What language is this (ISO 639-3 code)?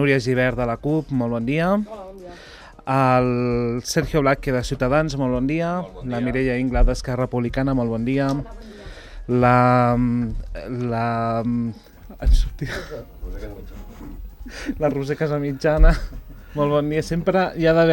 cat